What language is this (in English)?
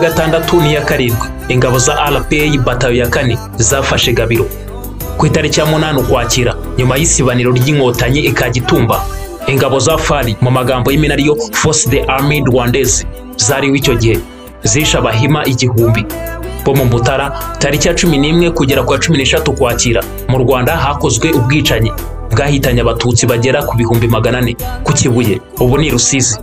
Kinyarwanda